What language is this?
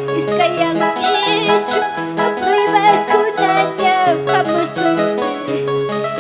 Ayacucho Quechua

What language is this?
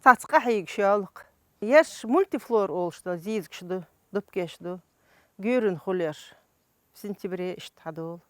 Chechen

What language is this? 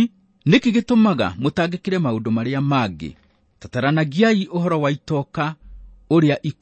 Kikuyu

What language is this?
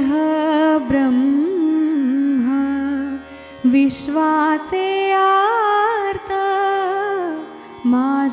Marathi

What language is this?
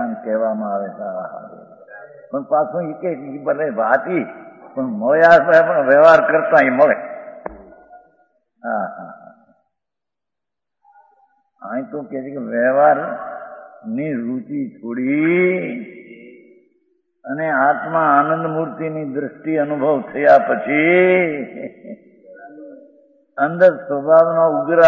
Gujarati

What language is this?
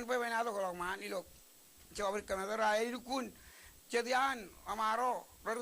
Marshallese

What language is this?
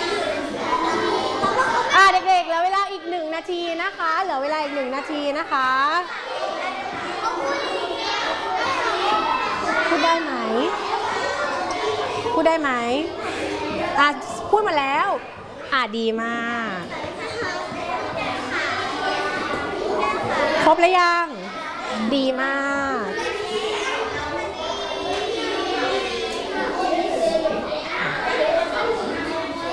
Thai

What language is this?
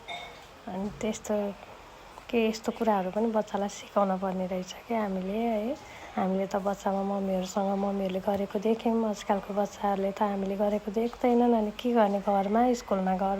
Nepali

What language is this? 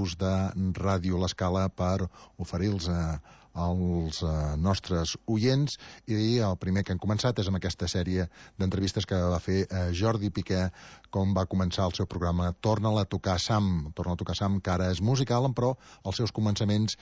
Catalan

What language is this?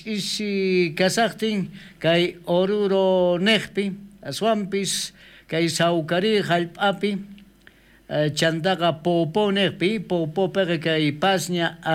South Bolivian Quechua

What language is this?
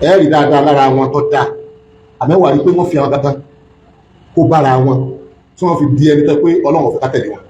Yoruba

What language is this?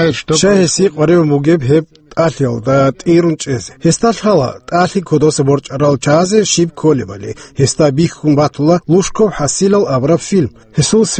Avaric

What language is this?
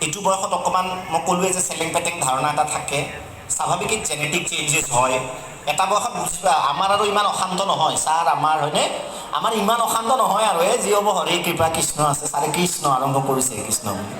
Assamese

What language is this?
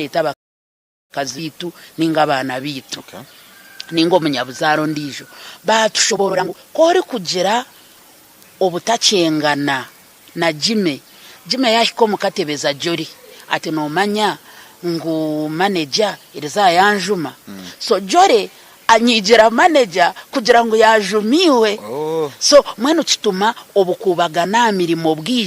Nyankole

